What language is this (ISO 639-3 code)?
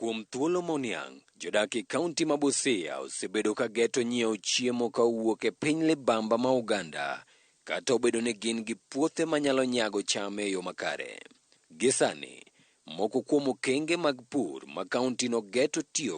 luo